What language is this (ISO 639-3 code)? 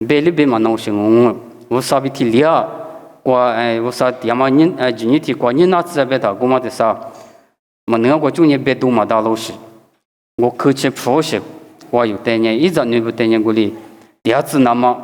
lis